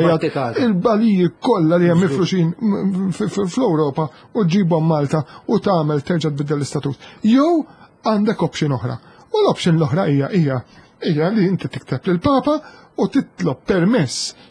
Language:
Maltese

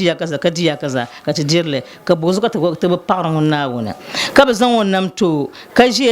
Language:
Dagbani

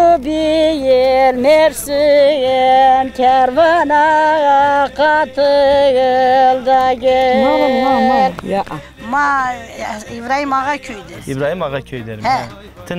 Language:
Zaza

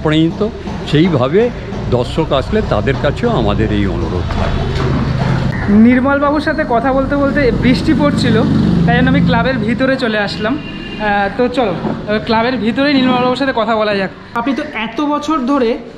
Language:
Bangla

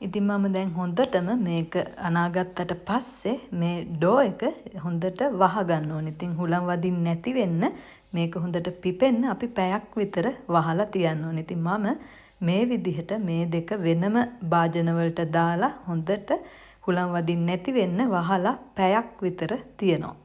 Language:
Sinhala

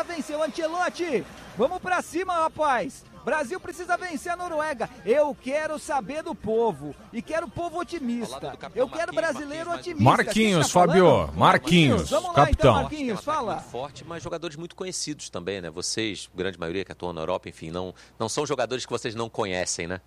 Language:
Portuguese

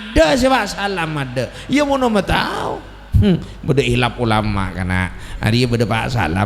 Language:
Madurese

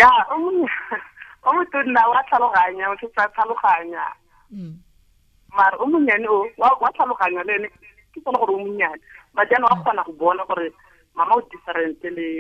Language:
Tswana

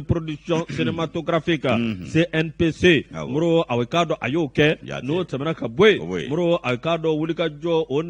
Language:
Bambara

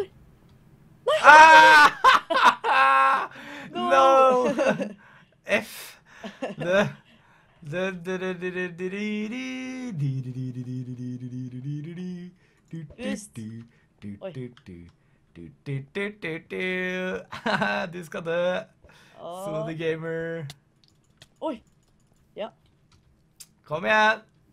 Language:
Norwegian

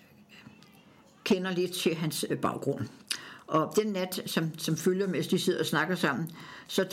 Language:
Danish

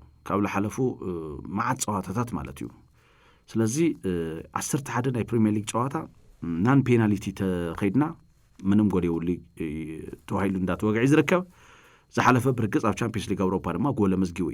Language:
Tigrinya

